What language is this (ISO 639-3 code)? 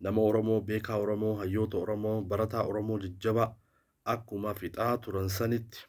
orm